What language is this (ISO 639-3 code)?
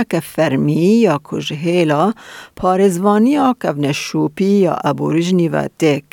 kur